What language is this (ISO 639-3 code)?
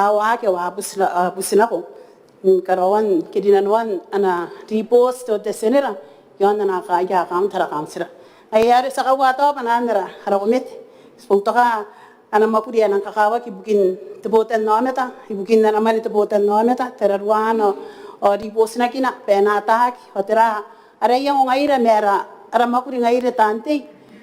gil